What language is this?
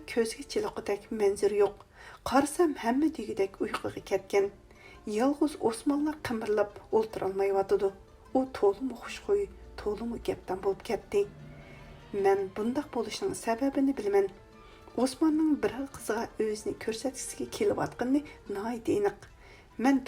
Uyghur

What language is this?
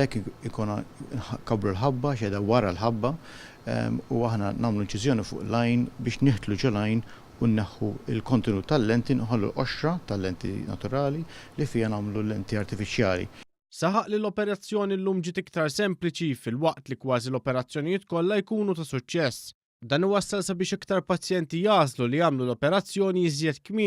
Maltese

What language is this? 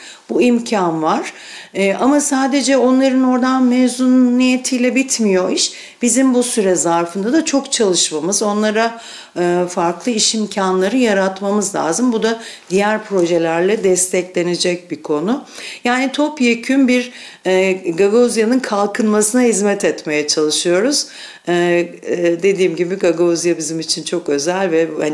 Gagauz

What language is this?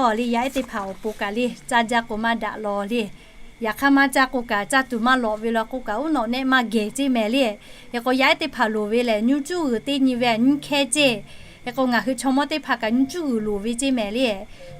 Lahu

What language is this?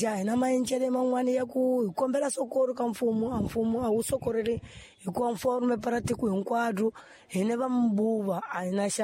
Tsonga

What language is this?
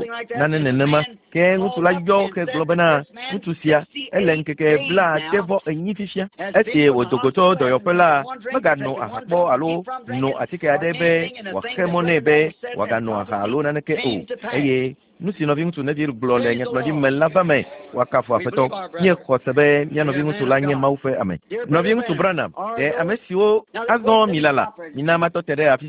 Ewe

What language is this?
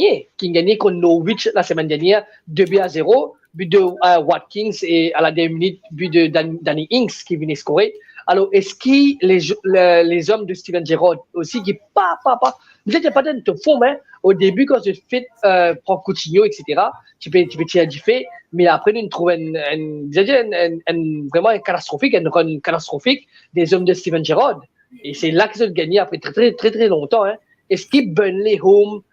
Morisyen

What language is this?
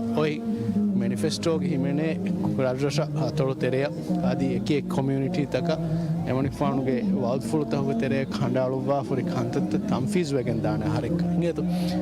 Divehi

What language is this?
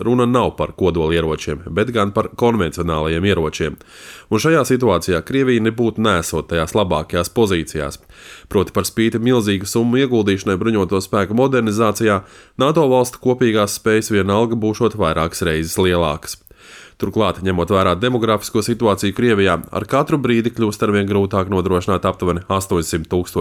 Latvian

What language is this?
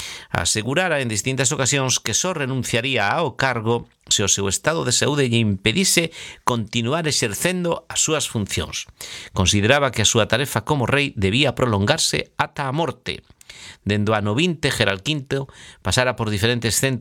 Galician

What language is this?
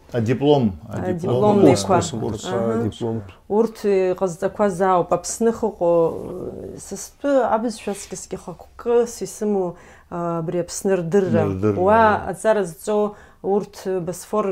Abkhazian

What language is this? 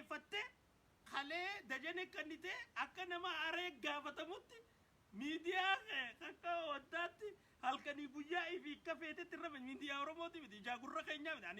Oromo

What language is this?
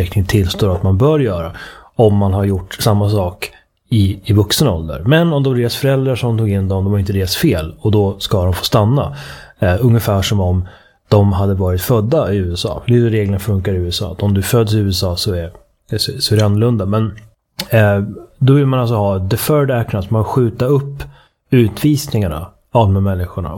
Swedish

